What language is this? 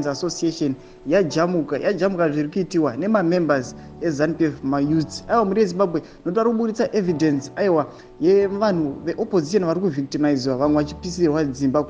Shona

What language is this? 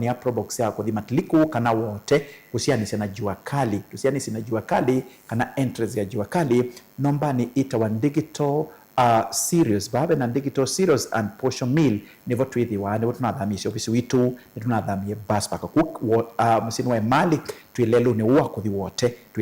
Kamba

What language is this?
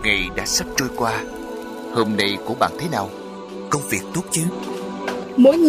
Vietnamese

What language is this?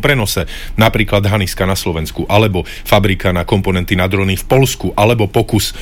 Slovak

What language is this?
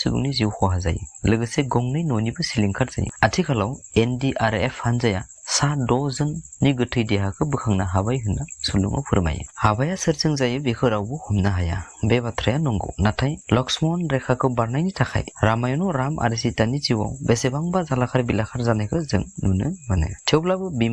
Bodo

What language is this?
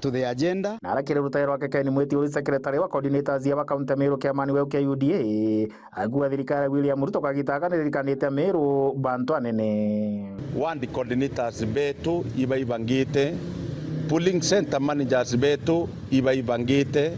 Meru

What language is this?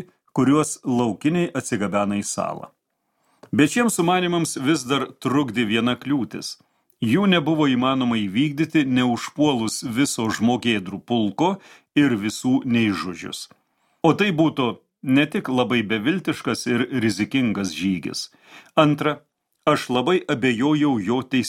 Lithuanian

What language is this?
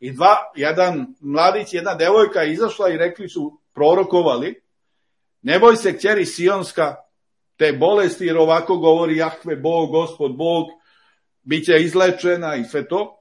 Serbian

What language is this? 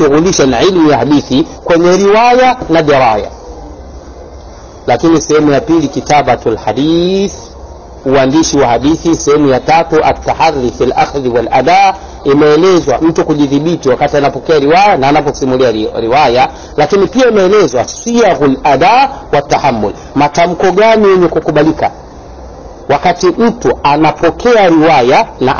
Swahili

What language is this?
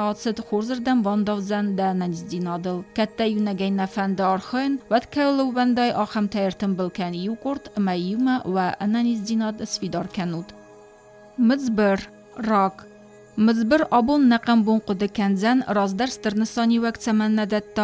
Ossetic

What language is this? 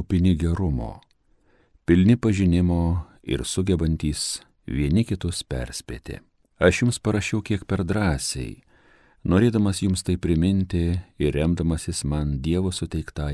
Lithuanian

